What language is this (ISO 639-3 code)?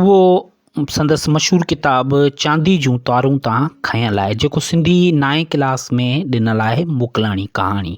snd